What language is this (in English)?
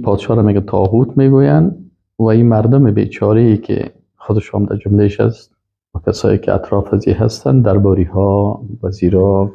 Persian